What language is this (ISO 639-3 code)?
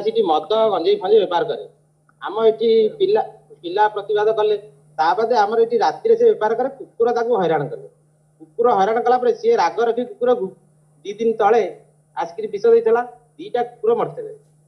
ori